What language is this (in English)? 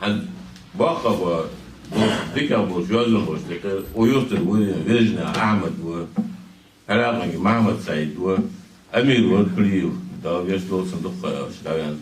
Ingush